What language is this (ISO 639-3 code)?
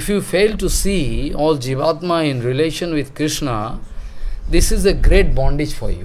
eng